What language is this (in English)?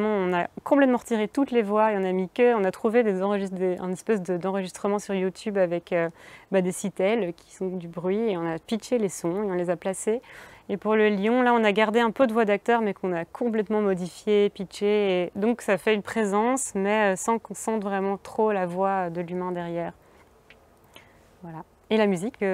French